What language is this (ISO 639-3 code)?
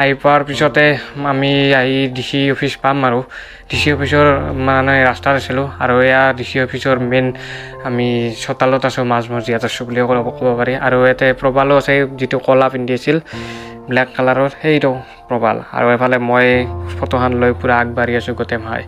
asm